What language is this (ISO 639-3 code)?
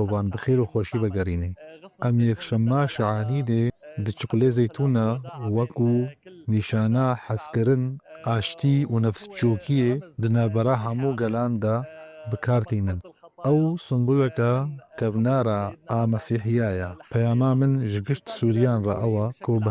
kur